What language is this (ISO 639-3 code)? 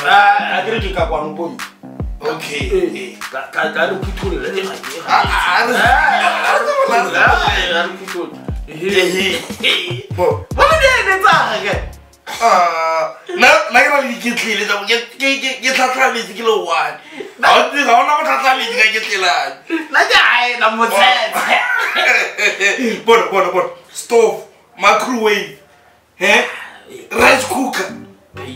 tsn